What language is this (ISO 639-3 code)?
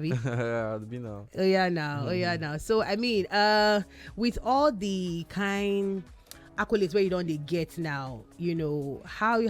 pcm